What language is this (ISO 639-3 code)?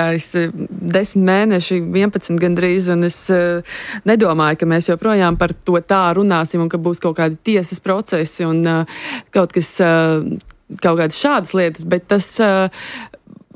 lav